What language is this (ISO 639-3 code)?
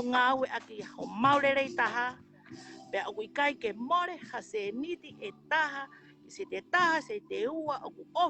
ton